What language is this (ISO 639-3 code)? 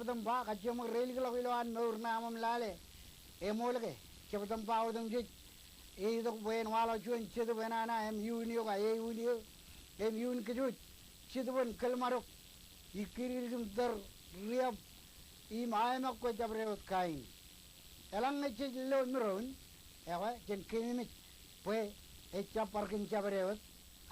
mah